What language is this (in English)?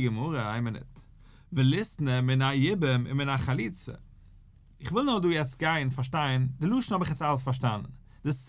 Yiddish